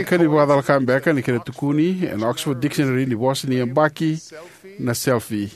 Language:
Fijian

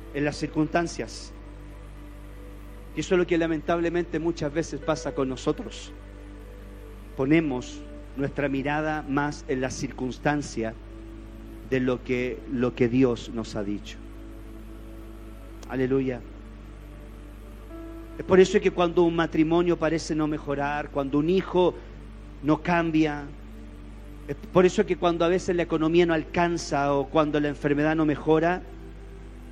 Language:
Spanish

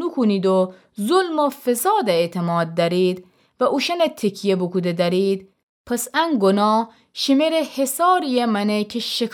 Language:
Gilaki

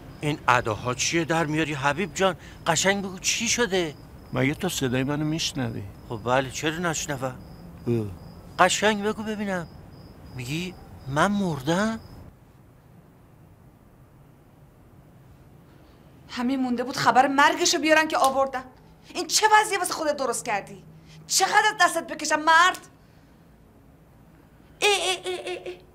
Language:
Persian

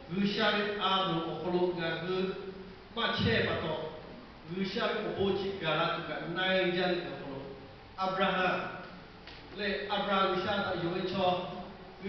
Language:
Lahu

